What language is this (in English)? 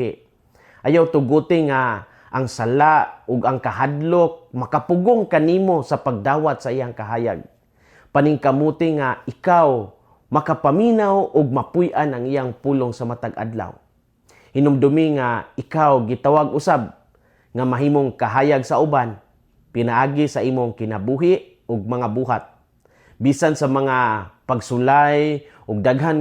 Cebuano